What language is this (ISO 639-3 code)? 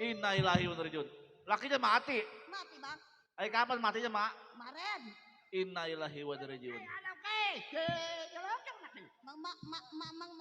bew